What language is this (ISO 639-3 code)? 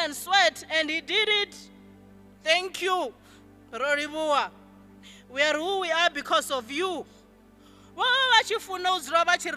ven